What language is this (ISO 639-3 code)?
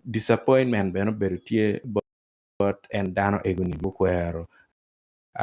ach